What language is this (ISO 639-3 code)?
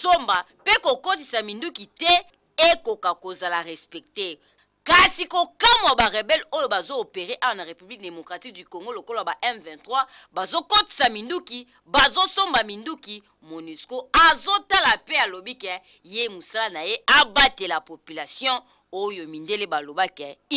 lin